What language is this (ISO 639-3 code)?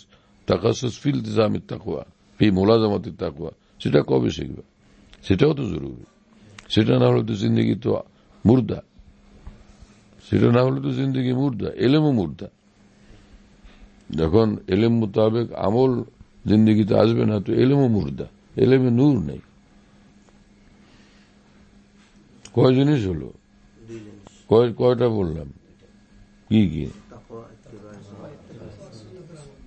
ben